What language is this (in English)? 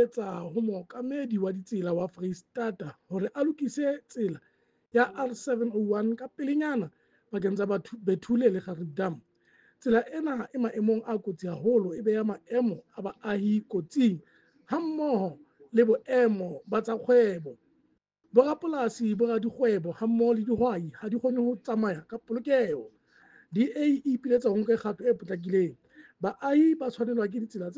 Southern Sotho